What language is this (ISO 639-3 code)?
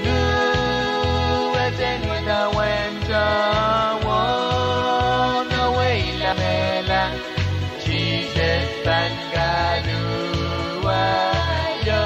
pon